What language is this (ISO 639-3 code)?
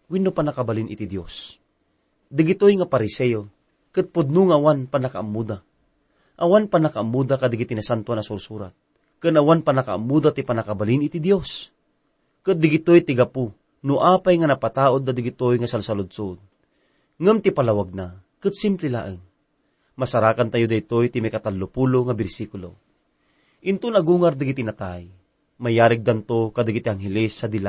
ilo